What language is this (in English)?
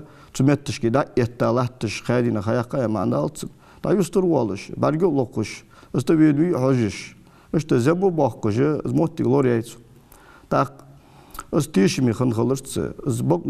Ingush